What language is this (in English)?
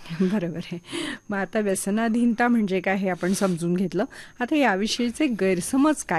Marathi